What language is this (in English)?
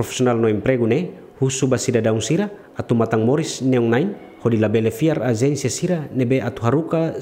Tetum